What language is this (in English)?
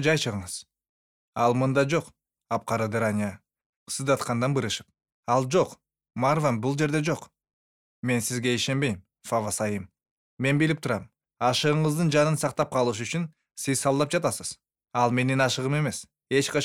Kyrgyz